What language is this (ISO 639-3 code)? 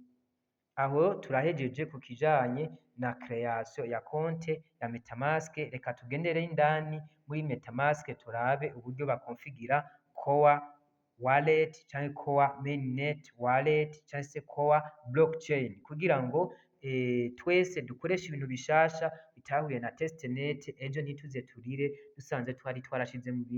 run